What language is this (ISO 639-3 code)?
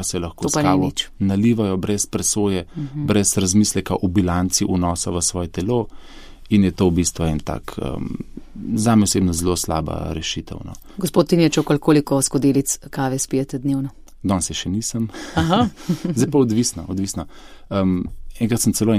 slv